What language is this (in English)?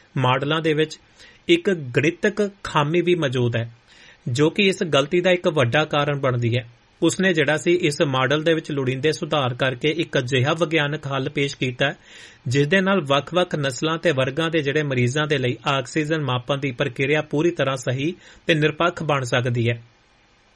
Punjabi